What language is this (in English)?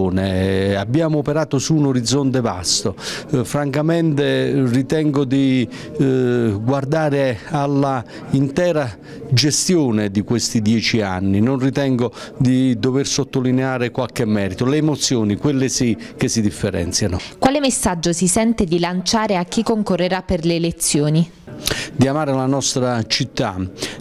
Italian